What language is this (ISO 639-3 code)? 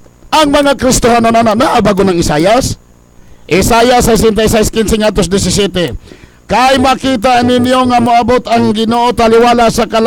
ceb